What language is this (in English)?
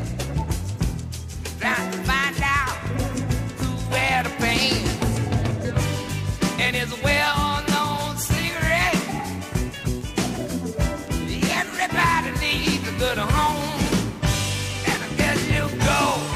English